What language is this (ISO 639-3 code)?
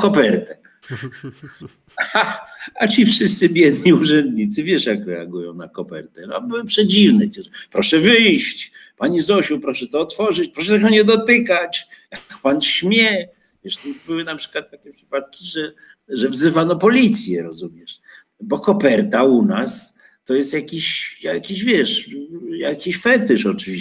pol